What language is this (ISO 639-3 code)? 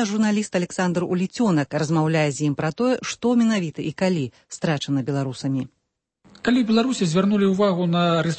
bel